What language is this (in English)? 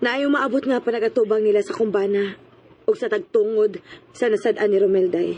Cebuano